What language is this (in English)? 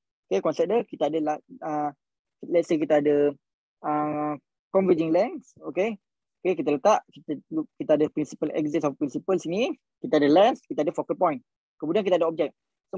Malay